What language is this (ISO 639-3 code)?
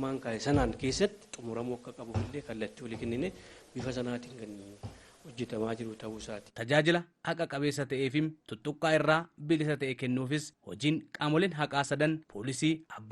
orm